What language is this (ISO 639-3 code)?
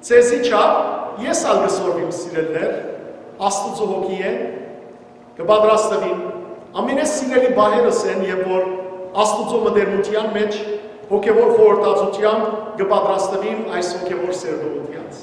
hyw